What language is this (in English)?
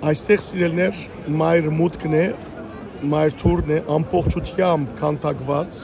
Western Armenian